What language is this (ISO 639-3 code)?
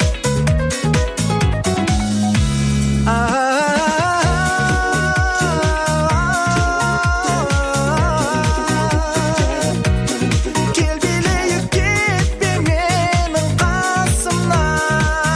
kaz